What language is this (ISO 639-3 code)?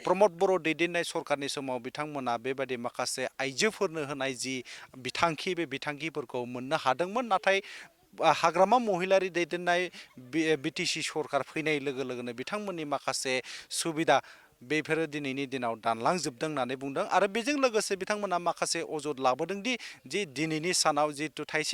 brx